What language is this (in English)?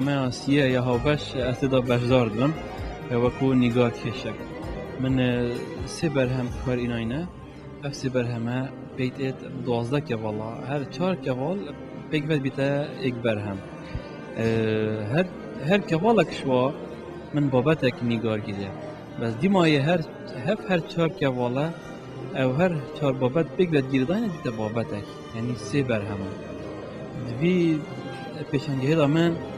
Kurdish